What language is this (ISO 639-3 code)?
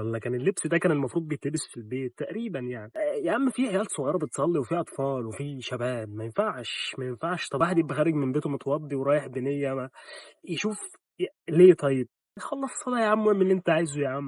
arz